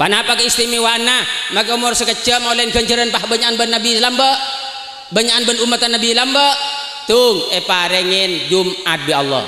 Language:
Madurese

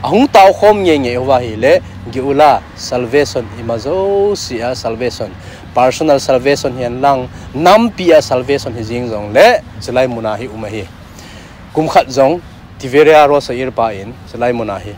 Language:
Thado Chin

